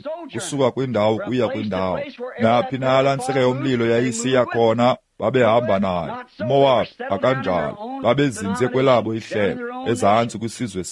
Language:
Xhosa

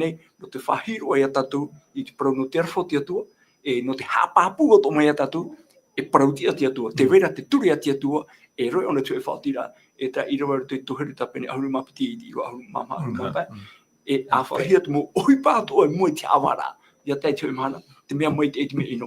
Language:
Tahitian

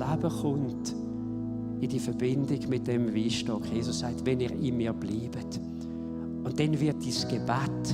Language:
Swiss German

